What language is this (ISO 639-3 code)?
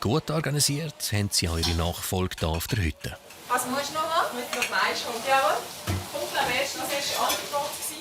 gsw